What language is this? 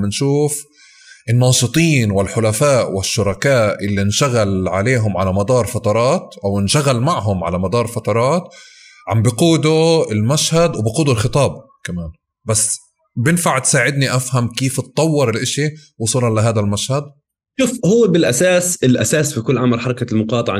North Levantine Arabic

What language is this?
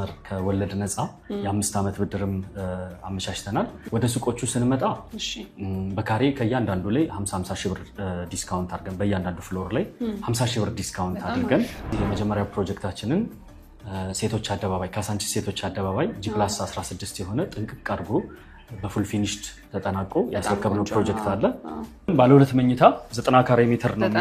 Amharic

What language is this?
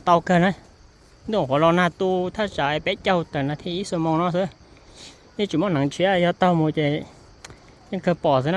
Hmong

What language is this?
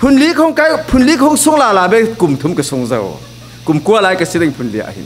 Falam Chin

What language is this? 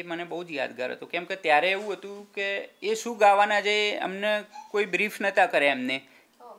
Gujarati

